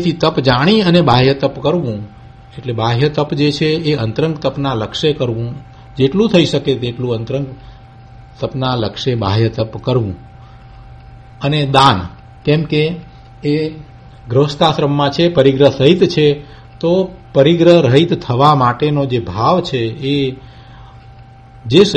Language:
Gujarati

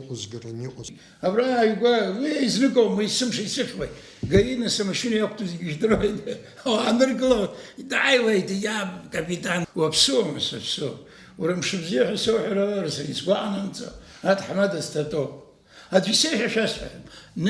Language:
Abkhazian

